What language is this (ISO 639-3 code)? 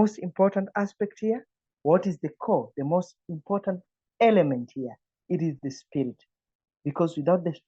eng